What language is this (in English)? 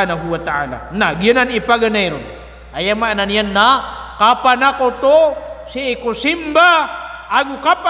Maranao